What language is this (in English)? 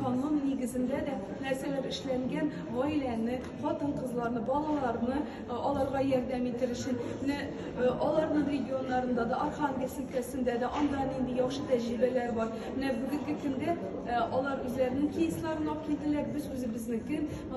Tatar